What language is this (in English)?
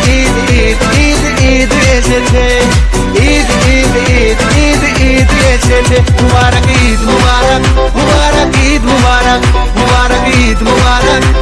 Bangla